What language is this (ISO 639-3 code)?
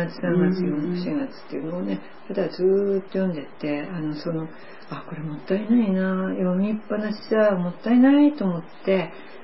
jpn